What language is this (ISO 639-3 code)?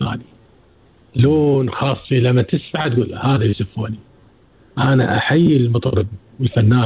afb